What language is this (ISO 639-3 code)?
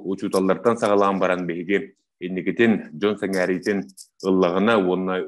sah